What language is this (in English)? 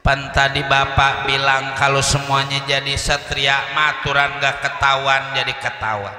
Betawi